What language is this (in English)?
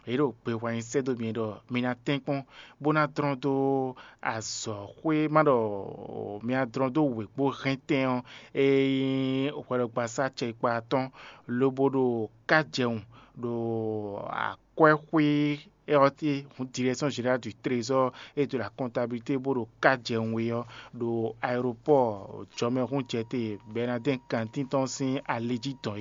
Fon